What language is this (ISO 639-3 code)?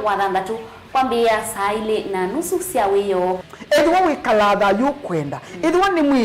kam